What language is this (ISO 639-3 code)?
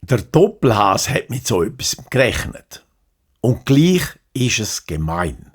gsw